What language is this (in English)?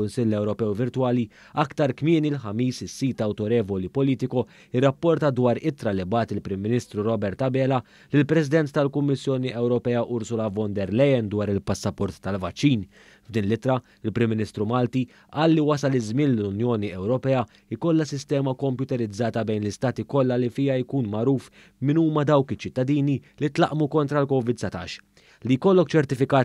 Maltese